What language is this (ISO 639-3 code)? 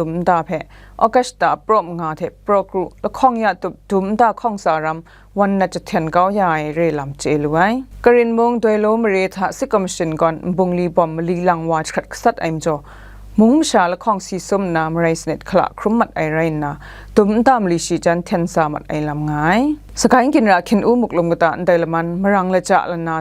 kac